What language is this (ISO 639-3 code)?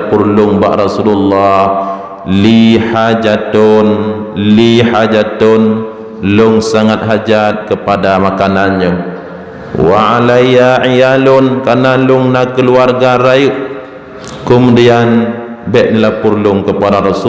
ace